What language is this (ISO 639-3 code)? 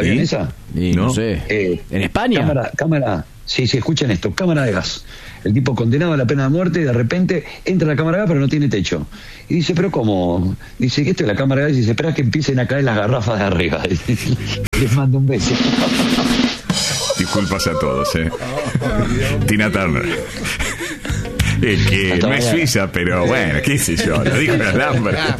spa